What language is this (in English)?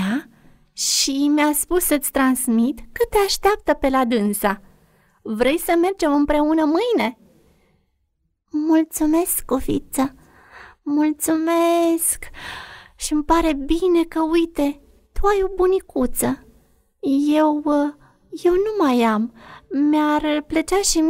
Romanian